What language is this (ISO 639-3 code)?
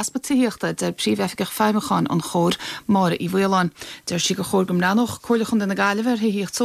gle